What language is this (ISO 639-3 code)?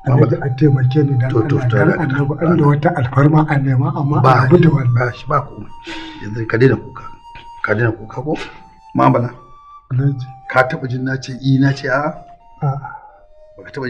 hau